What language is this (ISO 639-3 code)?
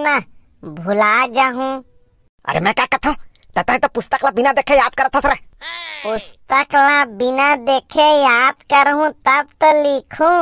hne